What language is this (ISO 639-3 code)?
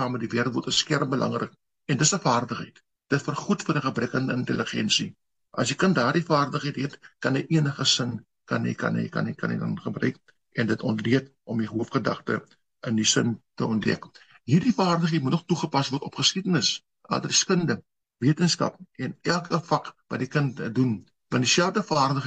afr